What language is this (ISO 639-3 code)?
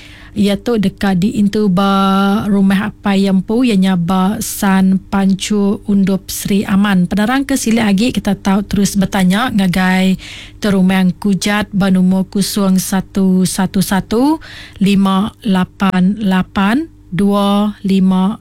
iba